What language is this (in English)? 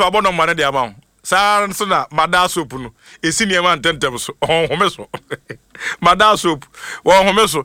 Akan